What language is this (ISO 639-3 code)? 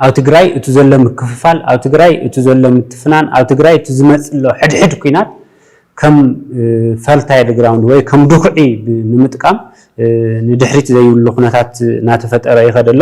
tir